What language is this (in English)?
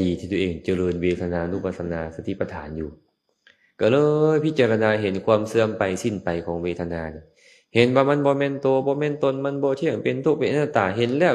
Lao